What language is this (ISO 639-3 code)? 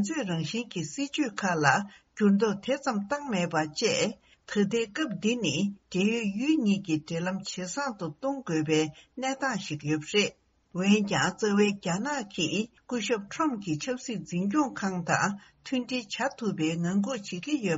bod